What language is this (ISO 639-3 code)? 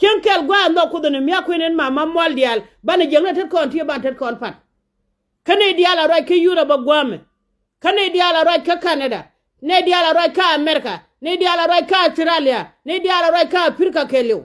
nus